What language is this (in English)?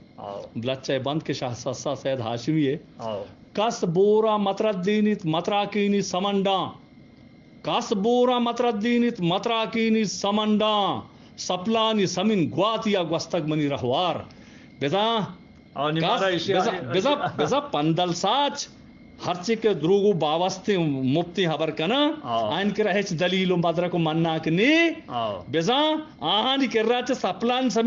Eastern Balochi